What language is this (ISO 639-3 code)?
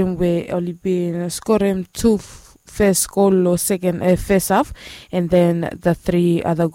bis